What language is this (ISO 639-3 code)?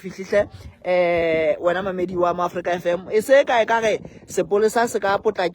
sot